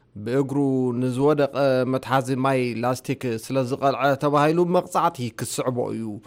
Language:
Tigrinya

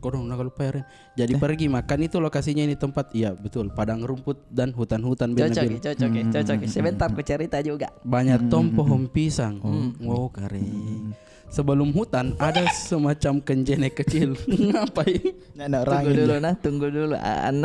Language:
Makassar Malay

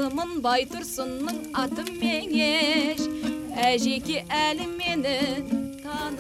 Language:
Kara-Kalpak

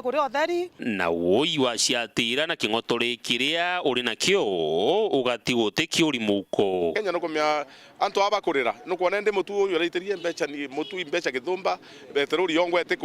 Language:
Meru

